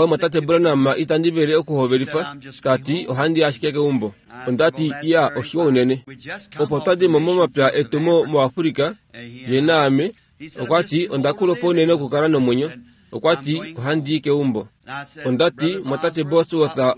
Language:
Kuanyama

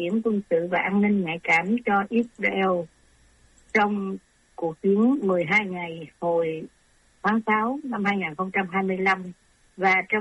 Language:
Vietnamese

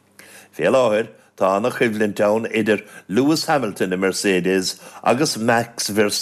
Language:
Irish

